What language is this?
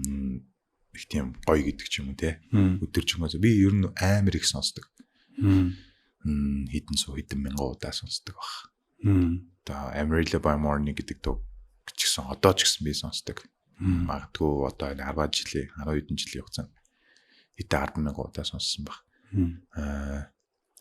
Mongolian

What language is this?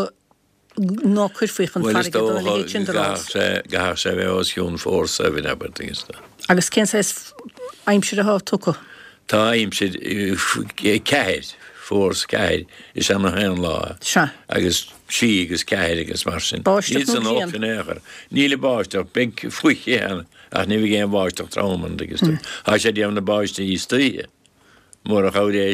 Irish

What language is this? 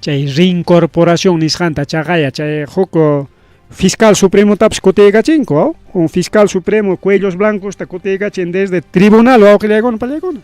Ayacucho Quechua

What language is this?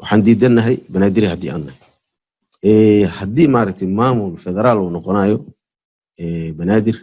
Somali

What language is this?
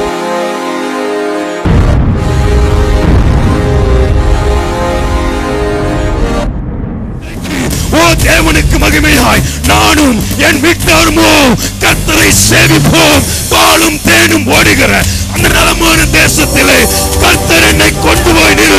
Tamil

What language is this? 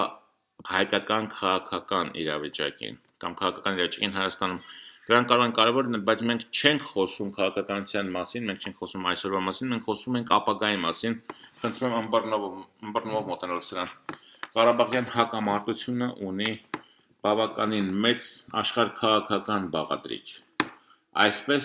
Armenian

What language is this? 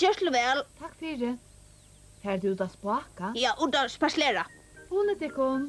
Faroese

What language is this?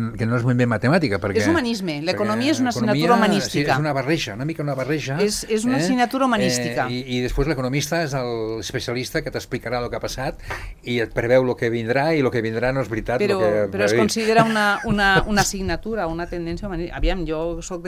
Catalan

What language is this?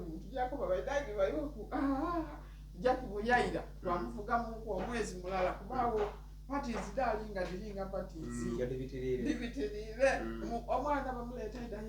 Soga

